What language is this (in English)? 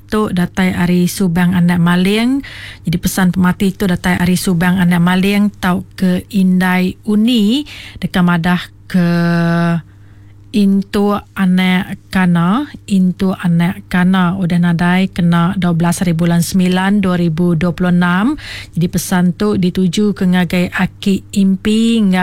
Iban